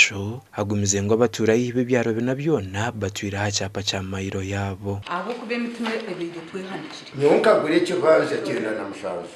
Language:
Nyankole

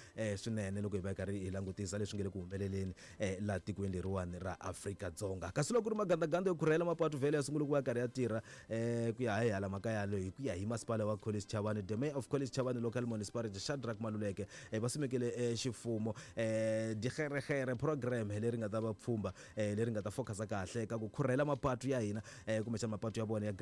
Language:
Tsonga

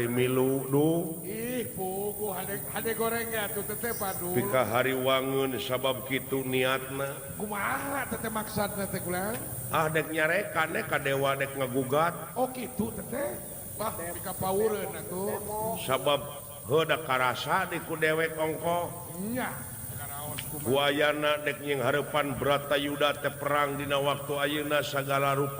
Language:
Sundanese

